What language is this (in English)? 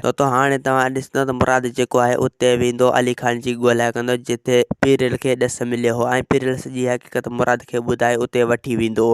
Sindhi